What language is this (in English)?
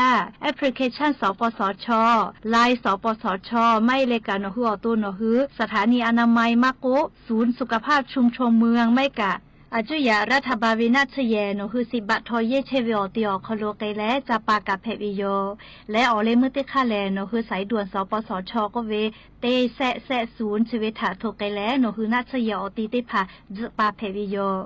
Lahu